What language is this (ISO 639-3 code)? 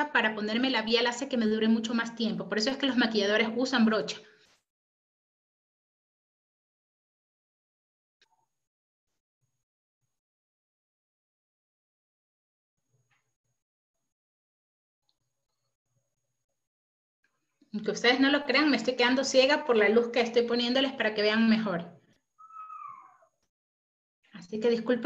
spa